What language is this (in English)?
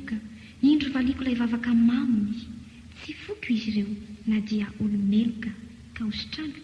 Malagasy